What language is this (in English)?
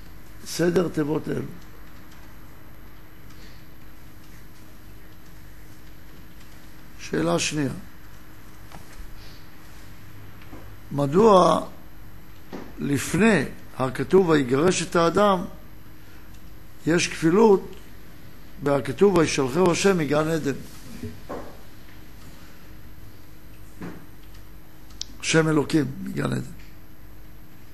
Hebrew